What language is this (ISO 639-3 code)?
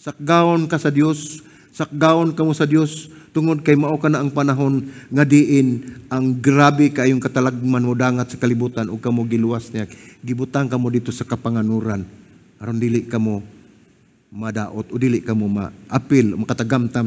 ceb